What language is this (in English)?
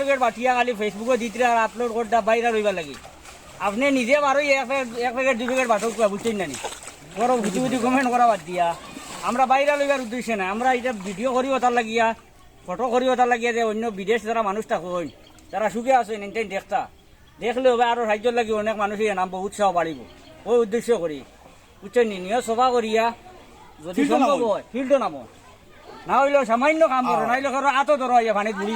Sylheti